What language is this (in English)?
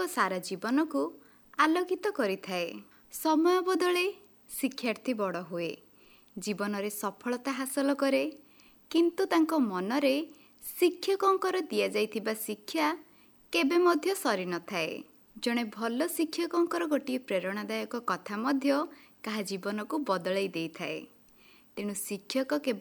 Odia